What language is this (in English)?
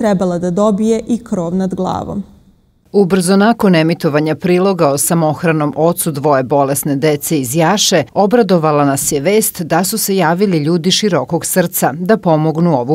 Serbian